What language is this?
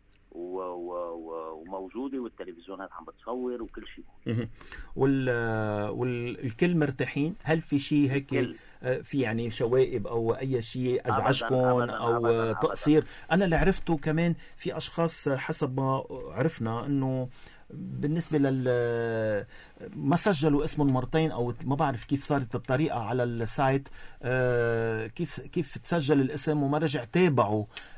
North Levantine Arabic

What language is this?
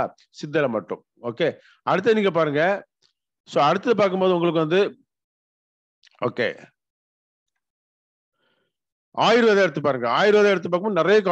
Tamil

